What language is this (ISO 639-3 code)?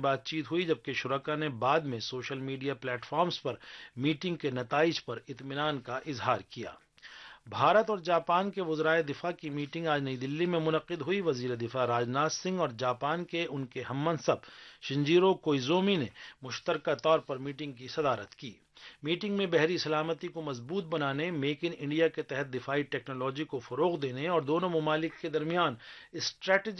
urd